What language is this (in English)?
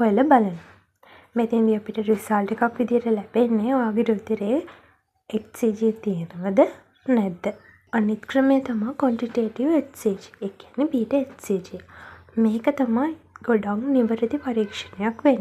Sinhala